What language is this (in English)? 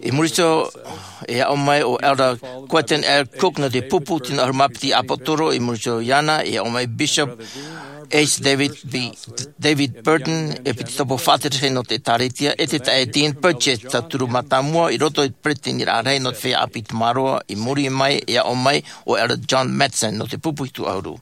Tahitian